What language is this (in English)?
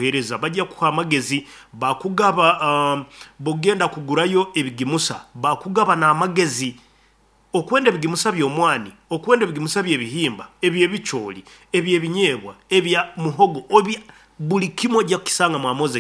Nyankole